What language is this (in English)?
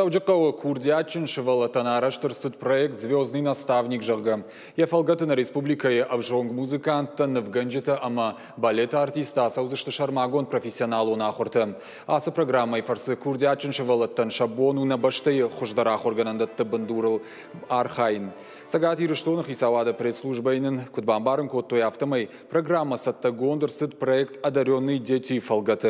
Ossetic